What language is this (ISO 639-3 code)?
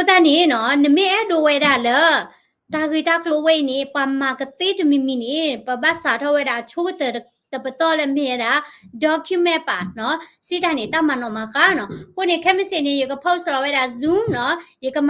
ksw